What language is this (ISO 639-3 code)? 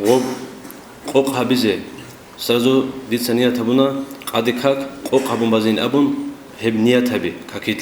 ava